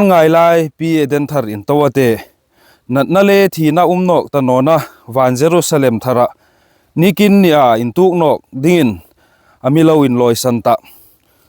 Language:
Hmar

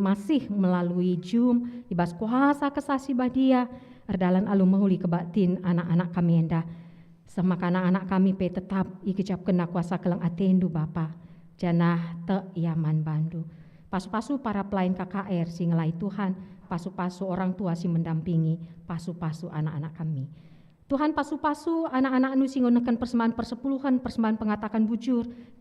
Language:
Batak Karo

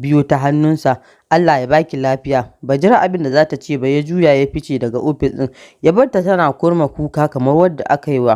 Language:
Hausa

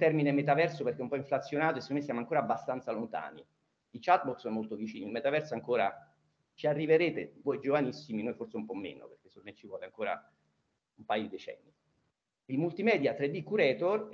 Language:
Italian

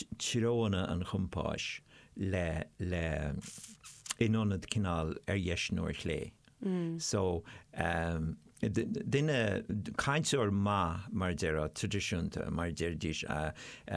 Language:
Irish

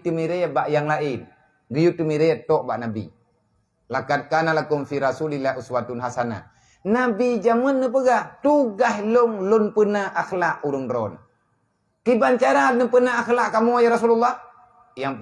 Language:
Achinese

